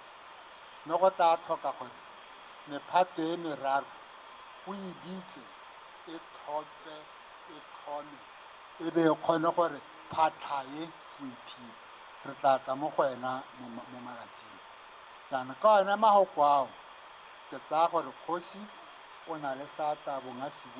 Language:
Tswana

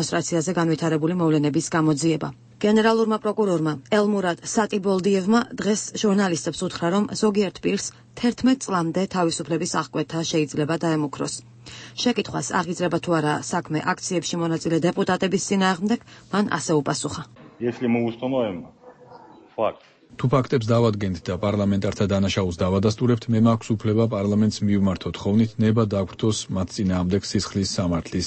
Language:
Georgian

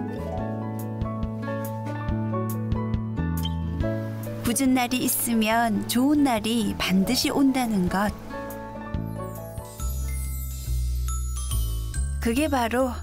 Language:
Korean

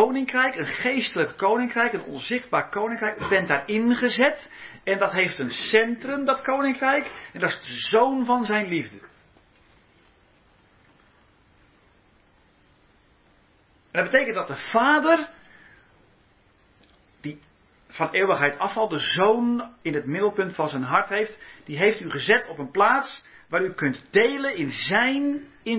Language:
Dutch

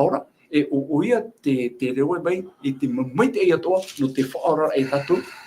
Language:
Tahitian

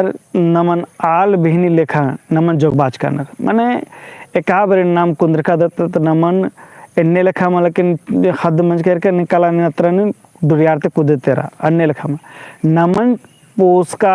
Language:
Kurukh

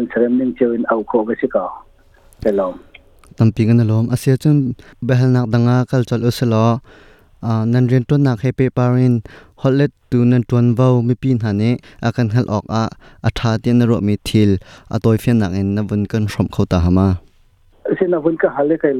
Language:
Hakha Chin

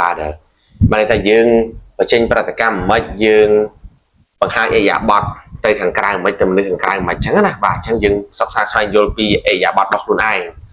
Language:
Khmer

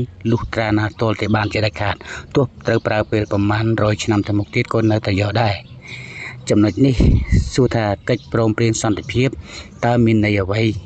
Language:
Khmer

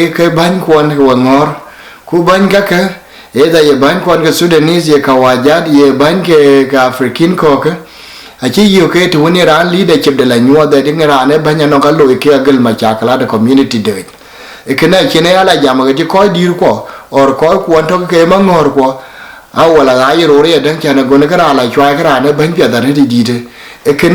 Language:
Dinka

